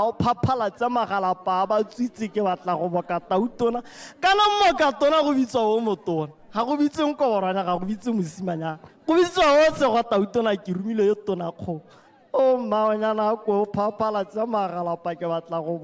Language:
Tswana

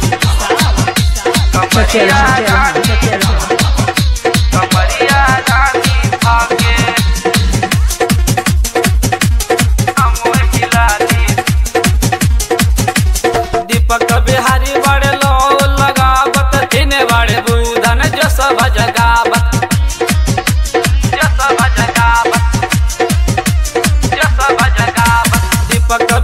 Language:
Bhojpuri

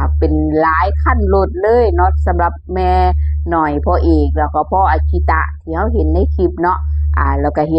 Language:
Northeastern Thai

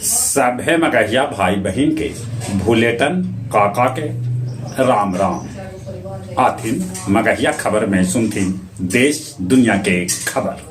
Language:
Magahi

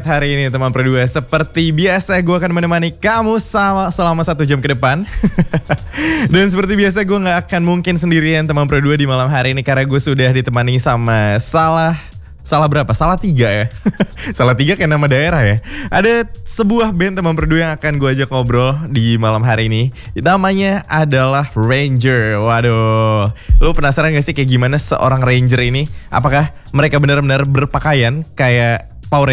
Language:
Indonesian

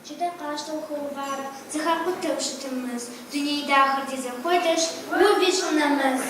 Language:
Kabardian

